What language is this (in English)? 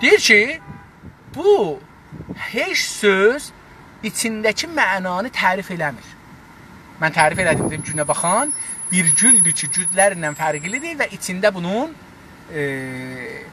South Azerbaijani